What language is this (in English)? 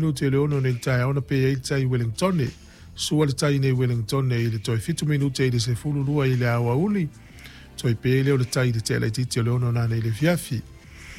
Samoan